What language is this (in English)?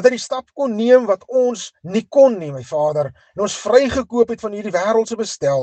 Afrikaans